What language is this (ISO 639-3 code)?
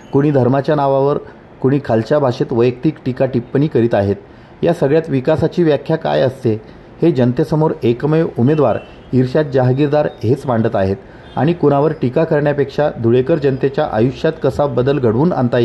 mar